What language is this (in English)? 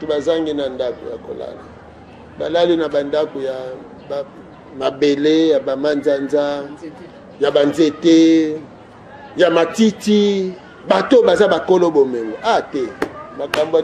Lingala